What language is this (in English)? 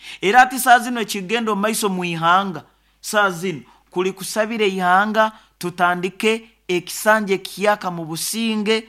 Nyoro